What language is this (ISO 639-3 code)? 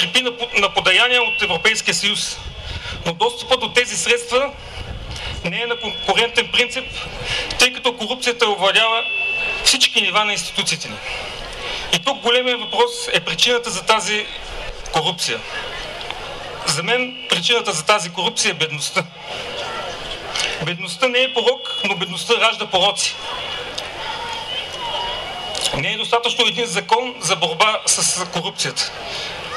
bul